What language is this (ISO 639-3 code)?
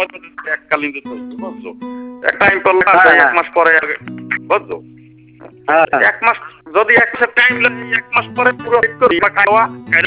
ben